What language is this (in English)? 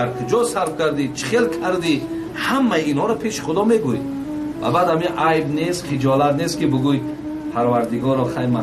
Tajik